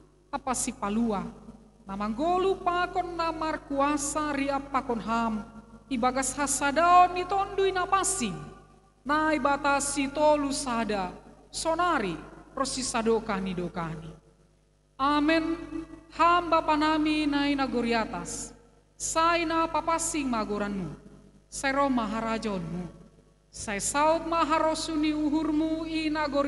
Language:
Batak Simalungun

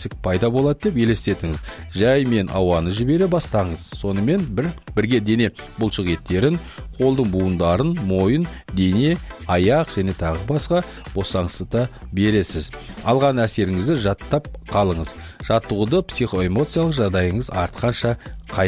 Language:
Kazakh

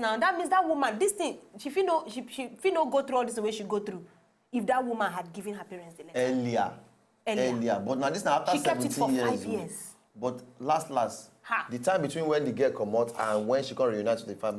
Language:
Nigerian Pidgin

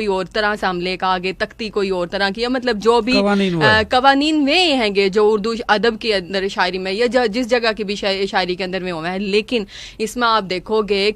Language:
Haryanvi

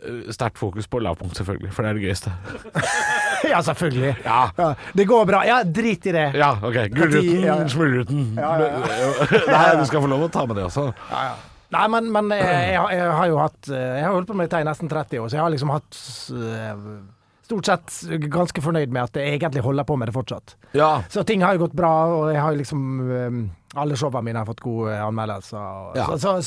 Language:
Norwegian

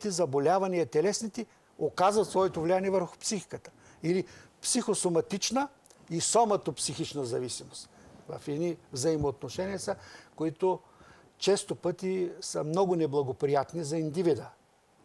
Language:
Bulgarian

